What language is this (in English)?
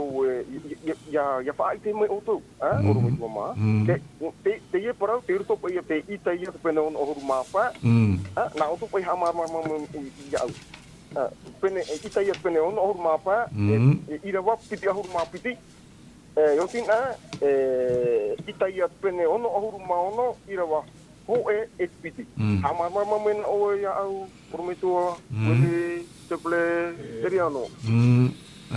Tahitian